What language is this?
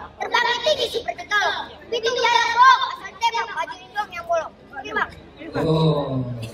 Betawi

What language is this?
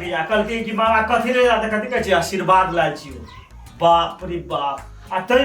Maithili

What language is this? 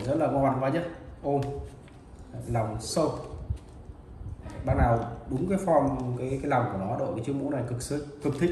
Vietnamese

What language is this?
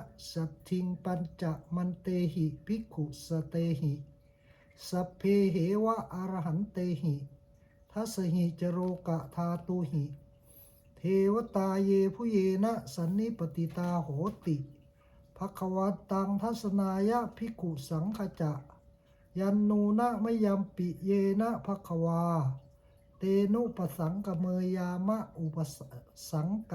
Pali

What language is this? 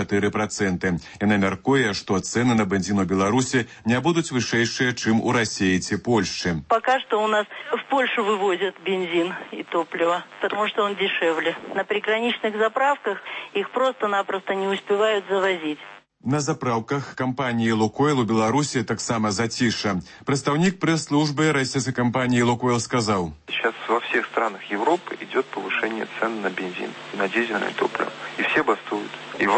Belarusian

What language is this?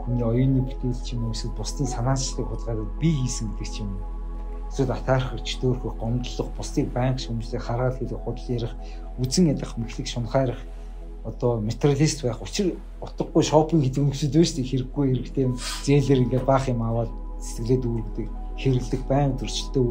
Mongolian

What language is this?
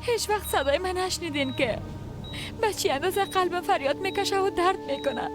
Persian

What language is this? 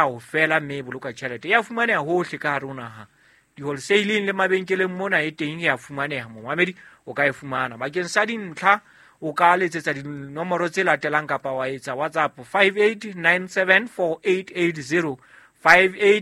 Southern Sotho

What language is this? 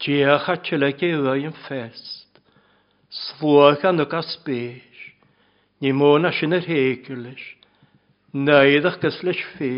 Welsh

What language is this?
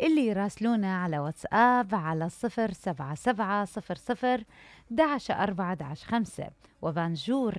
Mesopotamian Arabic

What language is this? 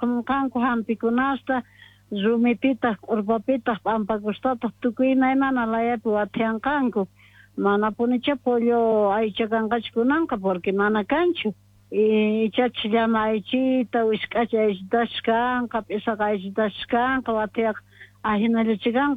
Quechua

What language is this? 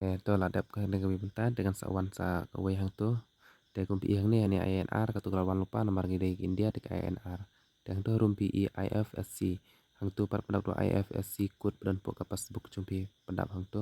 Khasi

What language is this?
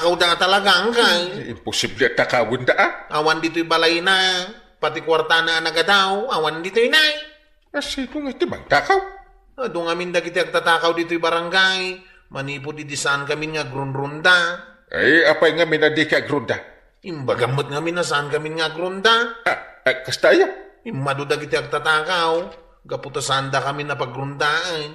Iloko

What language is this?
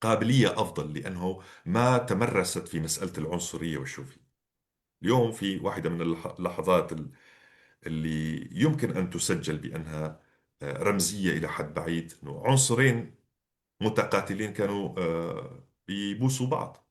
North Levantine Arabic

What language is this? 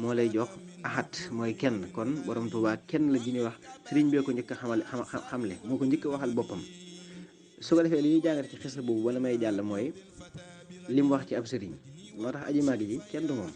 Wolof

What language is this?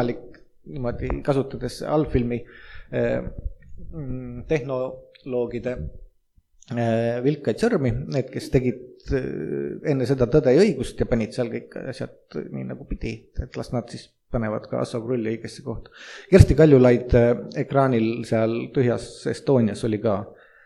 Estonian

